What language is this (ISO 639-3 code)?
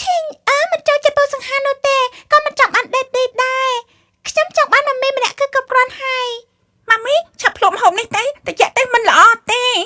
khm